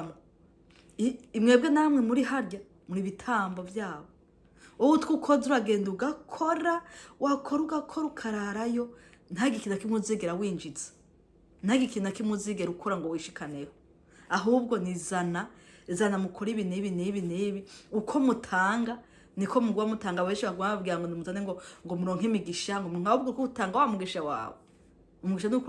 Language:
Rundi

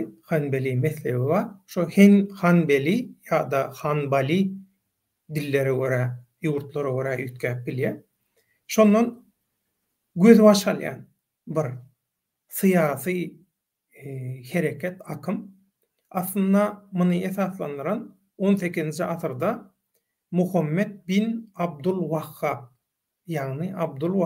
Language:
Turkmen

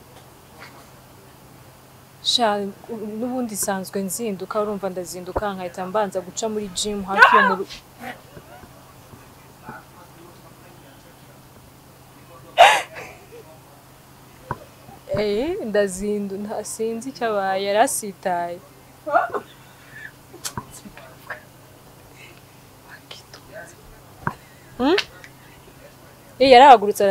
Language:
Kinyarwanda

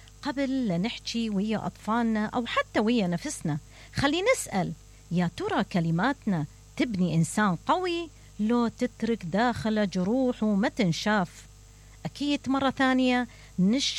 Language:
Mesopotamian Arabic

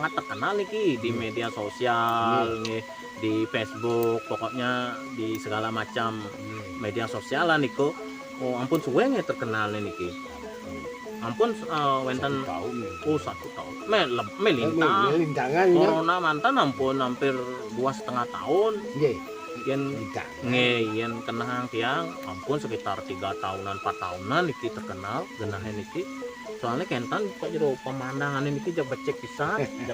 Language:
Balinese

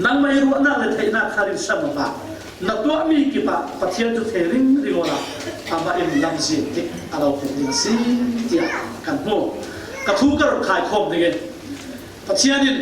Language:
Falam Chin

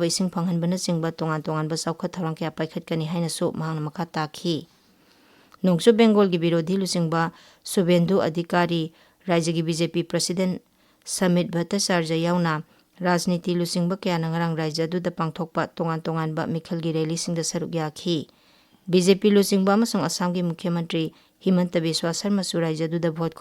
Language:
Manipuri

